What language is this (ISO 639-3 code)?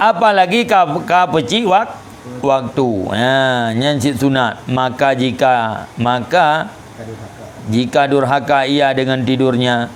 ace